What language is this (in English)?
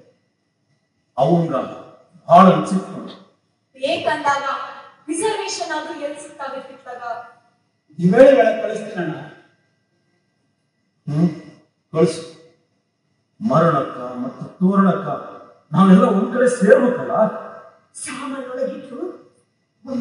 Kannada